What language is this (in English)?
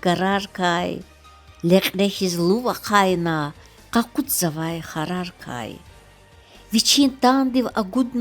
Lezghian